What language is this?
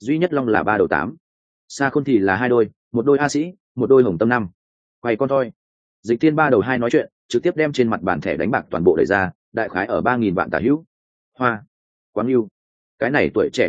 Vietnamese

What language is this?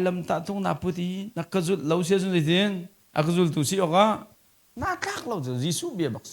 Hakha Chin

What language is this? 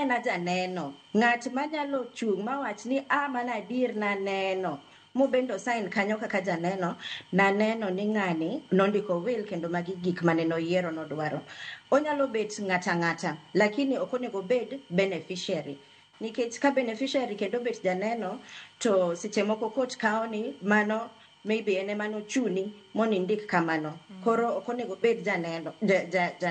Luo (Kenya and Tanzania)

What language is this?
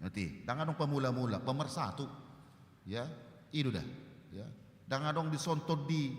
Batak Toba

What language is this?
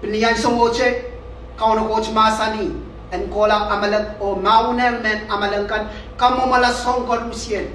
Pohnpeian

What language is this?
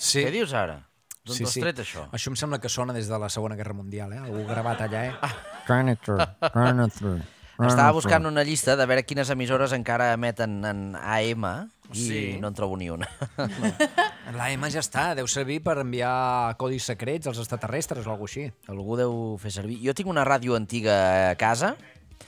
Catalan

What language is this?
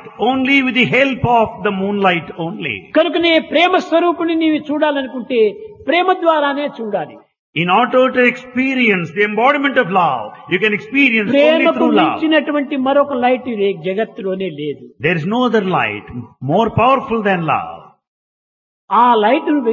Telugu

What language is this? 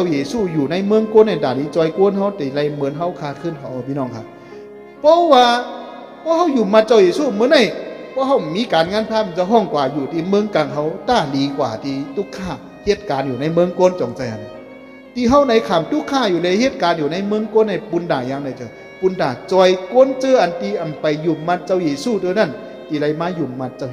Shan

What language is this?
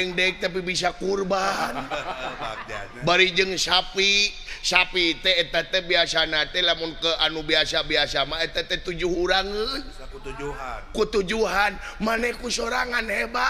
Sundanese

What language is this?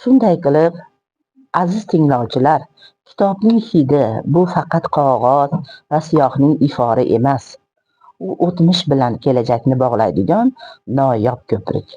Uzbek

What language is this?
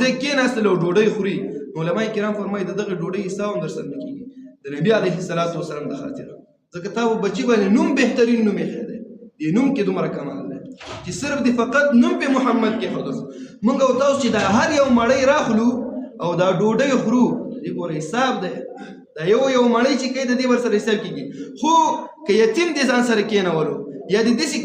Pashto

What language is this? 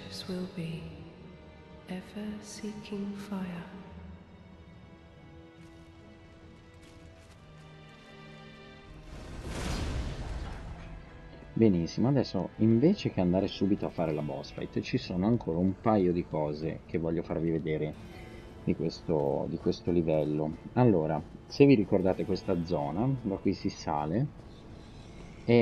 Italian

